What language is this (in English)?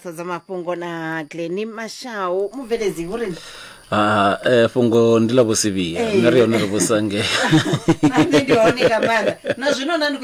Venda